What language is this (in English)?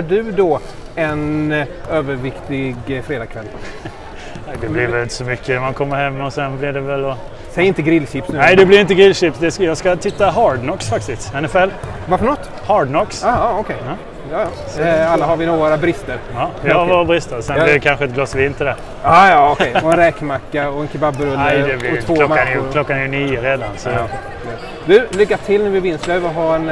Swedish